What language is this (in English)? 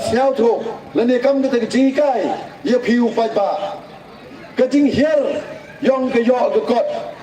Pnar